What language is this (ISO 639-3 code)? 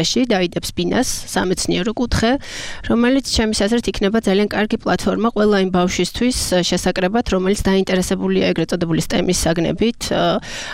kat